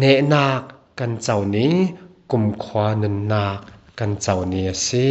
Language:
Falam Chin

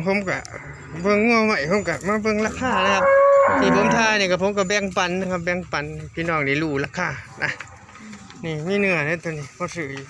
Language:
Northeastern Thai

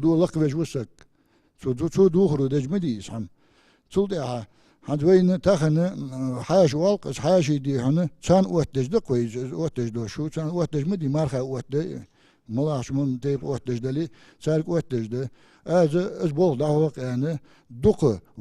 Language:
Ingush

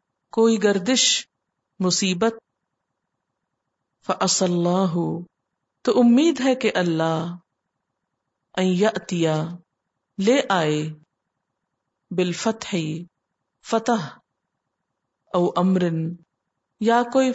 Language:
Urdu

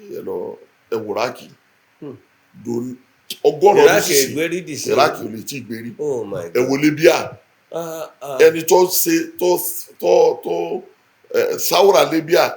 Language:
Yoruba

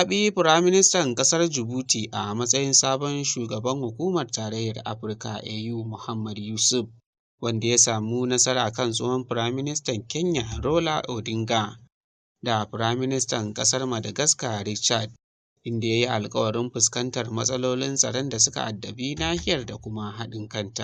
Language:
Hausa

